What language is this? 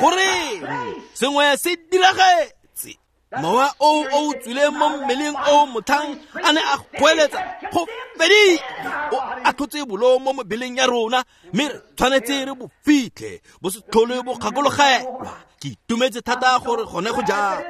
Tswana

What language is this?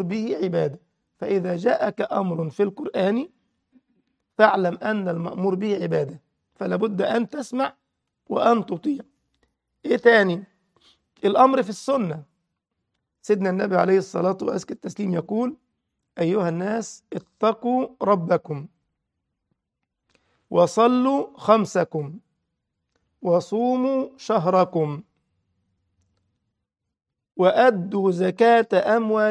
Arabic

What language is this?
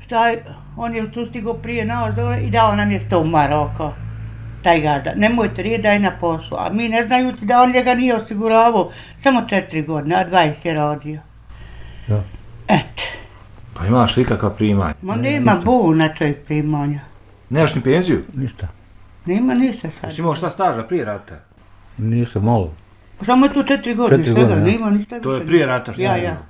Bosnian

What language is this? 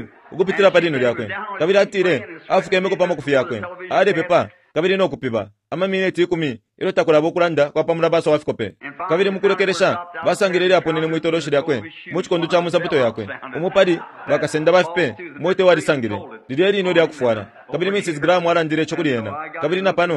Bemba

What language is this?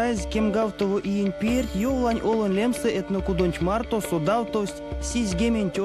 Erzya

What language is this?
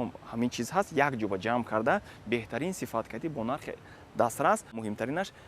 Tajik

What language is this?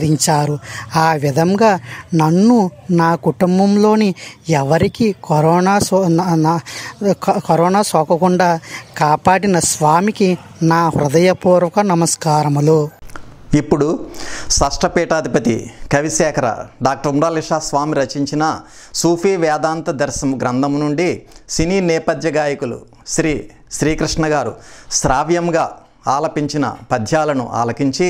Telugu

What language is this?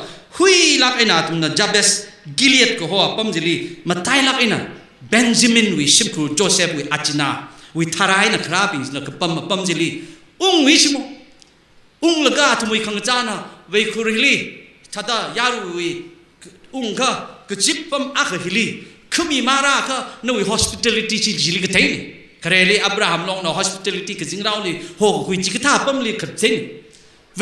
Tangkhul Naga (India)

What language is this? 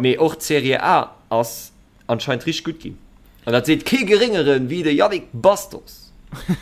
Luxembourgish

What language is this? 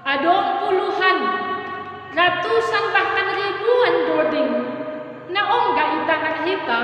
Batak Simalungun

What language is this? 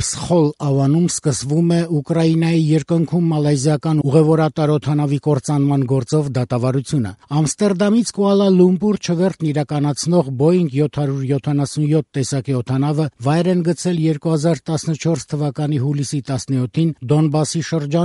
Armenian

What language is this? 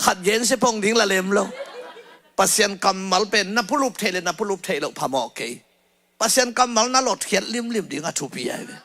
Tedim Chin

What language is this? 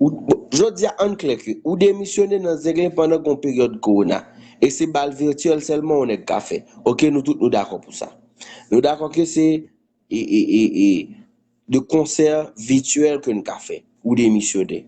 Haitian Creole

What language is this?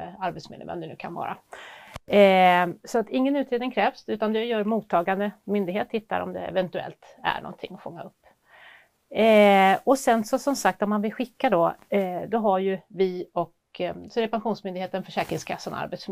Swedish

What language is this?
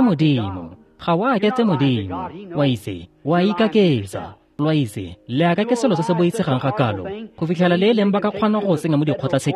Tswana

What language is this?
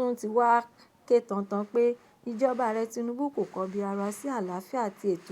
Yoruba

